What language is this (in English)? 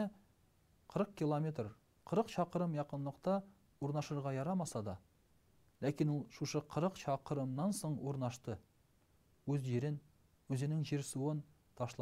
Tatar